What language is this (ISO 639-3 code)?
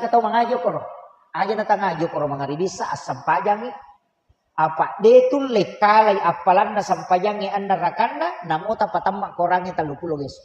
bug